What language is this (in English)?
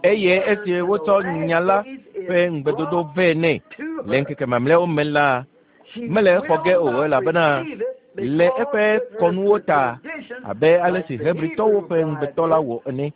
Ewe